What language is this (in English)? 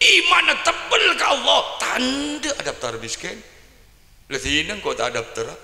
Madurese